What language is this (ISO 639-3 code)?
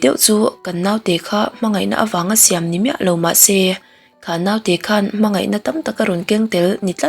lus